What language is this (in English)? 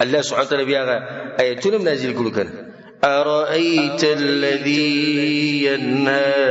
Pashto